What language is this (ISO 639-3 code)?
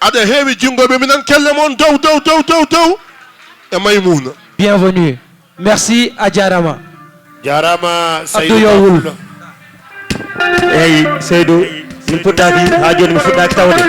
ful